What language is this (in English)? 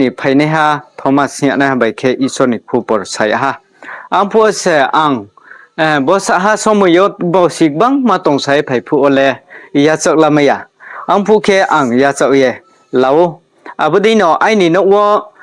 Riang (India)